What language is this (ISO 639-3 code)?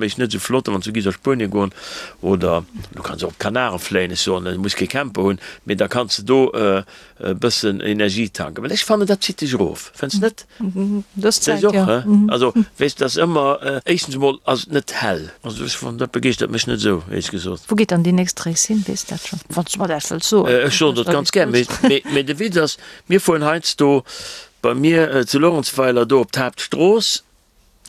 ltz